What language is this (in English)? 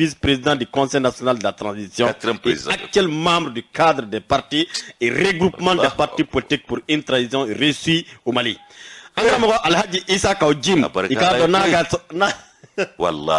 Bambara